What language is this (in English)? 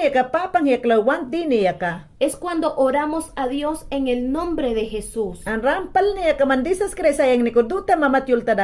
Mayangna